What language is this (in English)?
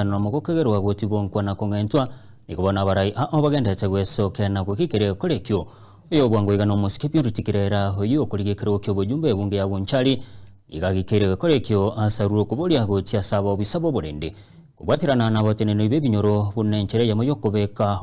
Gusii